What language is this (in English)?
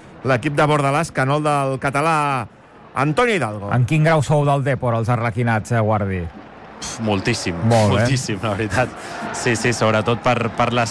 Catalan